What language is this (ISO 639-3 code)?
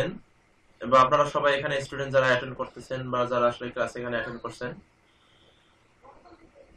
ben